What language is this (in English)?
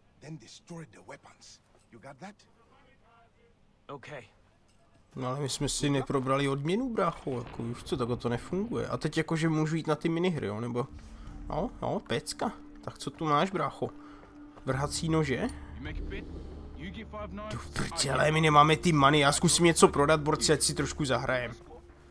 Czech